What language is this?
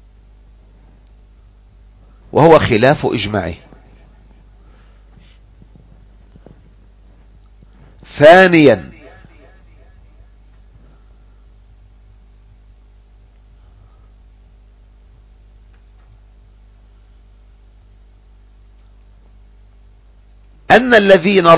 Arabic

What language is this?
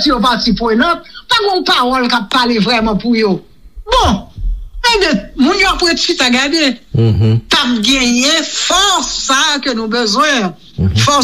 Haitian Creole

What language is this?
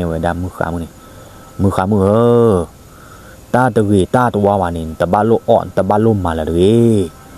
S'gaw Karen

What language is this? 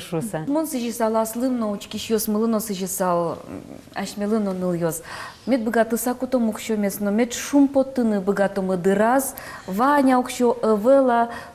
Udmurt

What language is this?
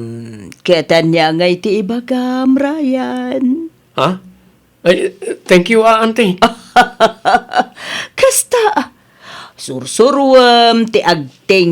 Iloko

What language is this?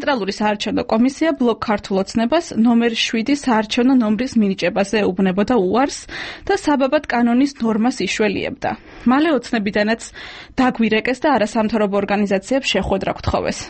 Georgian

